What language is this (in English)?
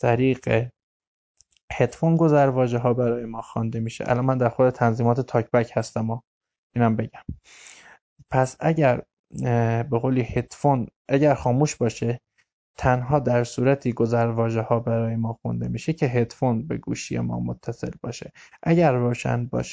Persian